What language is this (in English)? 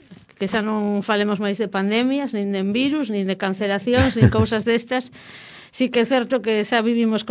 Galician